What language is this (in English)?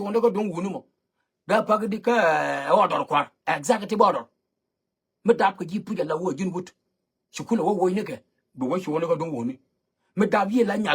Nuer